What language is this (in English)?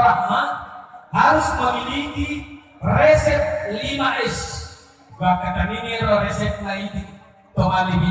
Buginese